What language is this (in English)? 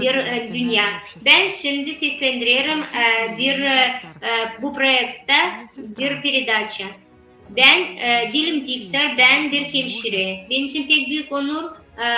Gagauz